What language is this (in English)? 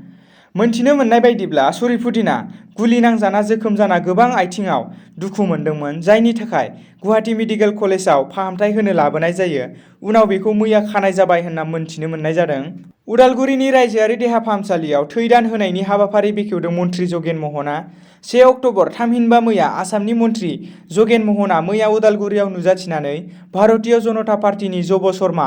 Bodo